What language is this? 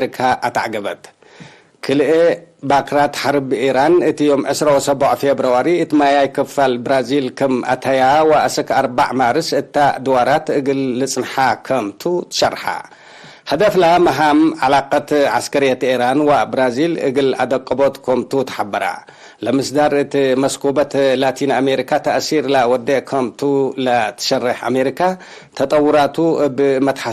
Tigre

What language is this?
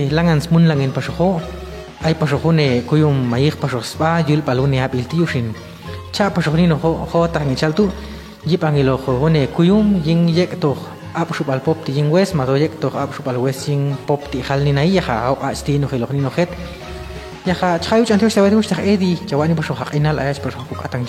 Popti'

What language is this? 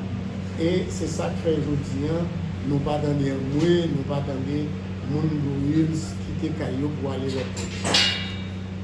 Haitian Creole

